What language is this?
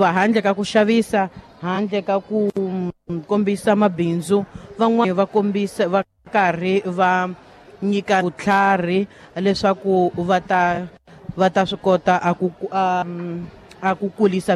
Tsonga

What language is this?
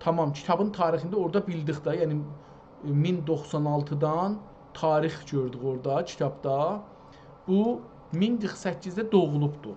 South Azerbaijani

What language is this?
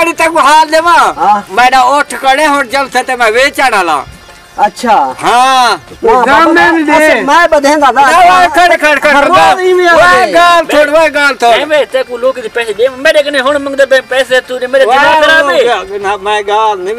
Saraiki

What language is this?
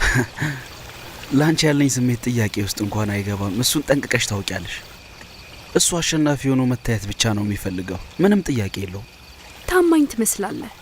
Amharic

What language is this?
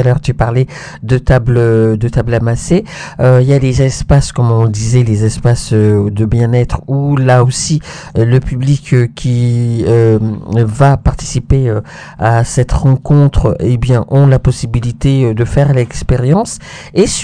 French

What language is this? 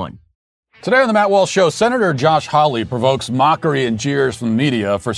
English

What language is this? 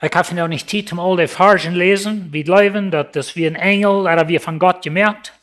Plautdietsch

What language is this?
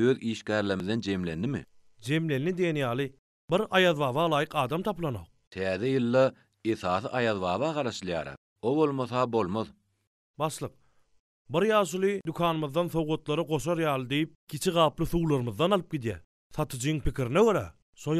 Turkmen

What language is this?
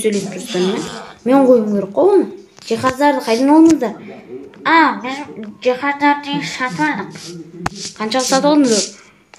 Kazakh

